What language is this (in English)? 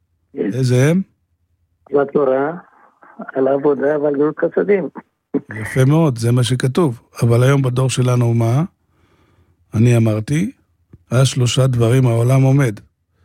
Hebrew